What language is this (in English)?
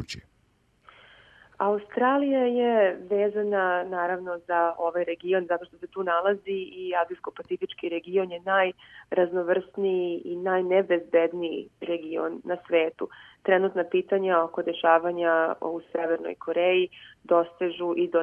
Serbian